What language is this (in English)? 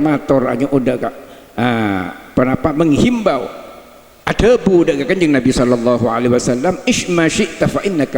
Madurese